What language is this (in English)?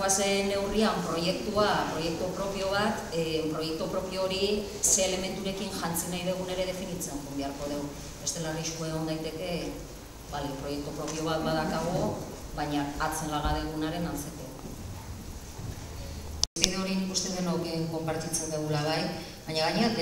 Basque